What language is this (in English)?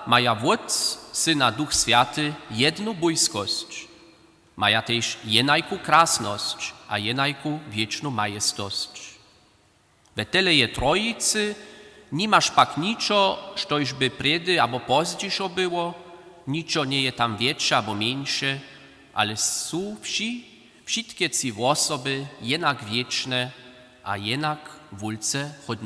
Upper Sorbian